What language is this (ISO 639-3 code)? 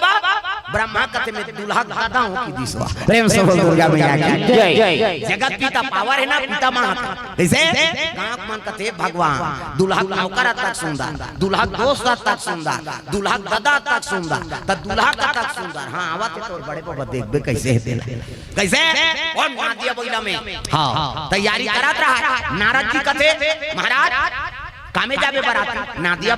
hne